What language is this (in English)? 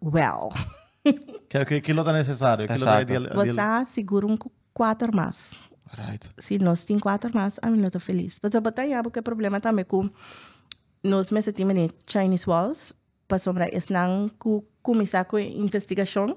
Papiamento